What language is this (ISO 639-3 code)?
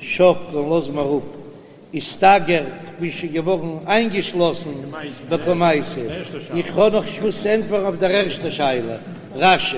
yid